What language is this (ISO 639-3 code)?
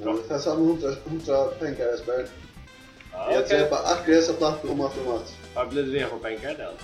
fao